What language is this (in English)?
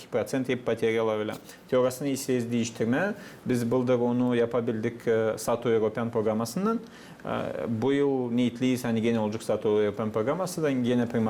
Gagauz